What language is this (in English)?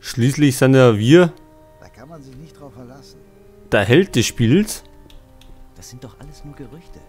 Bavarian